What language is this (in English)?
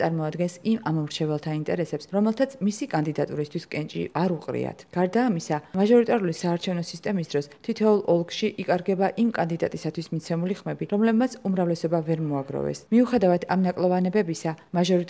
Georgian